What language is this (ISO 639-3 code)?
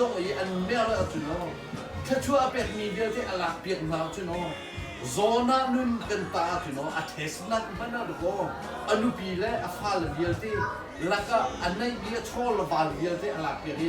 cnh